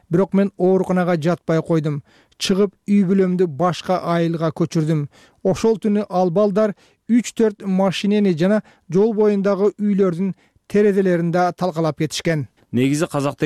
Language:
Kyrgyz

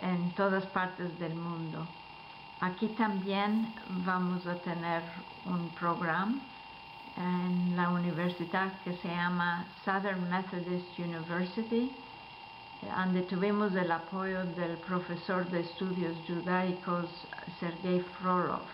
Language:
Ladino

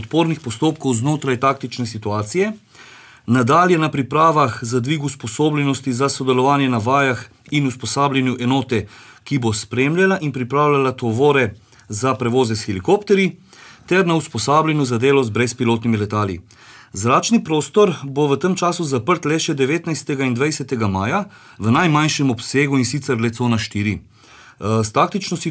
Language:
Slovenian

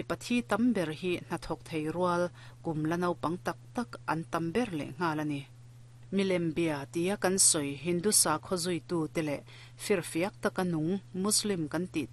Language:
Mizo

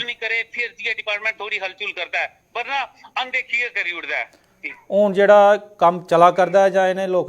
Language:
Dogri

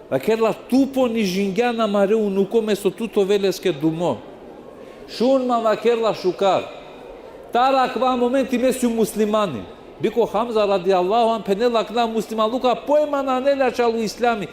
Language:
Balkan Romani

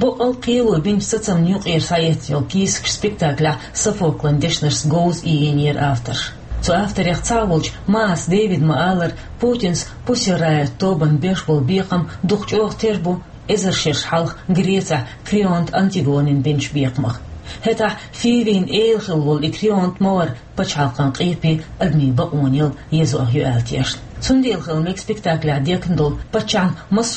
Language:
Chechen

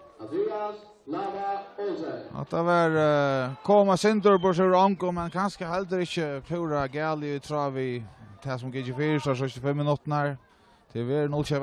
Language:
Faroese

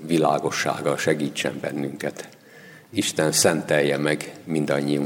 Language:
Hungarian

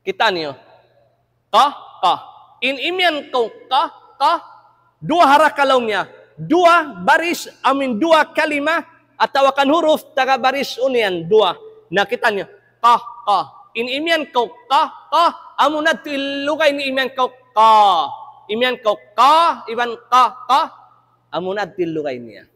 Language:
Tausug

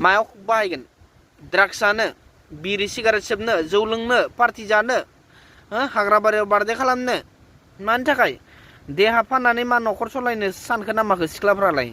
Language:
Bodo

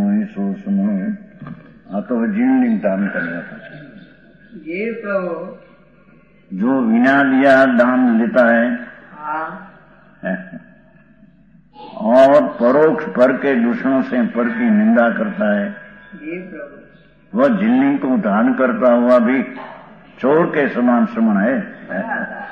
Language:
Gujarati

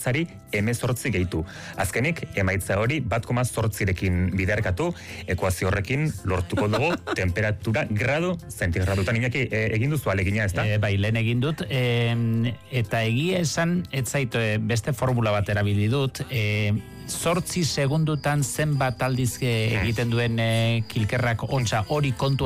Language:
Basque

